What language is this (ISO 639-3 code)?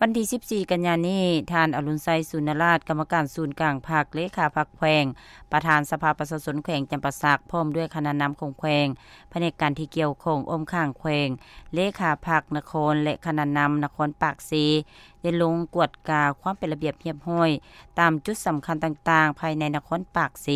lao